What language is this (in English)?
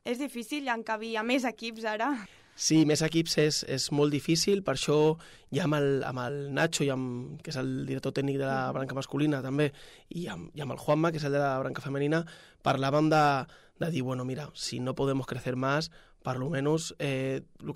Catalan